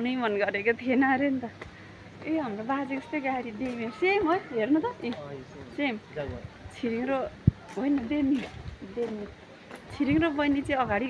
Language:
Nepali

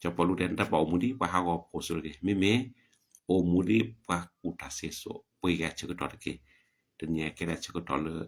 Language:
S'gaw Karen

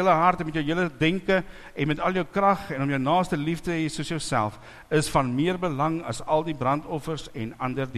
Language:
Afrikaans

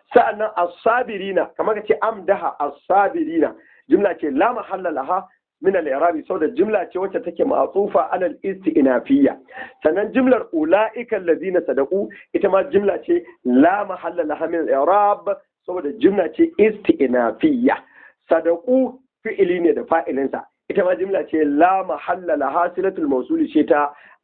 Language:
Hausa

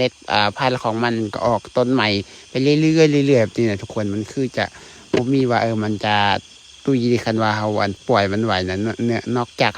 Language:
Lao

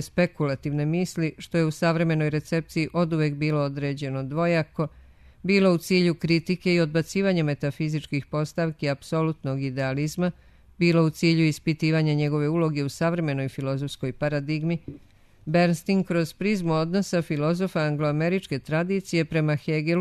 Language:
Serbian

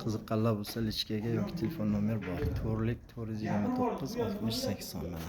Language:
Uzbek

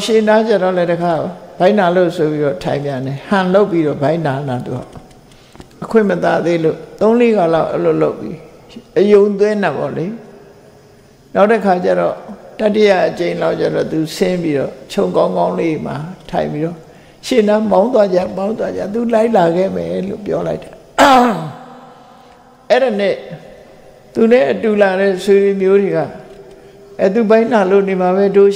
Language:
Burmese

